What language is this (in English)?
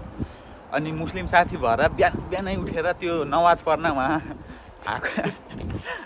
Nepali